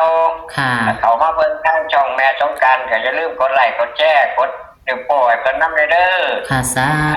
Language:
Northeastern Thai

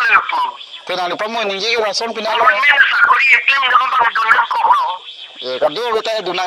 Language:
Karbi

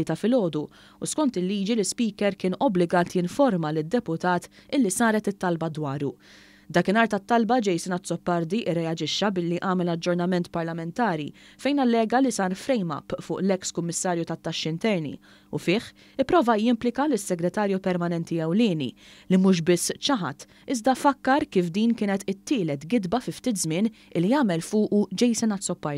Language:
Maltese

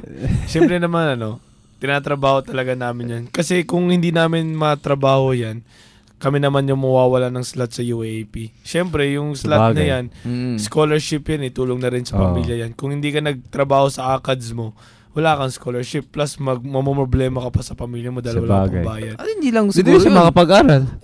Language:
Filipino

